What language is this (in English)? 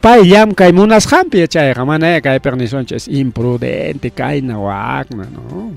Ayacucho Quechua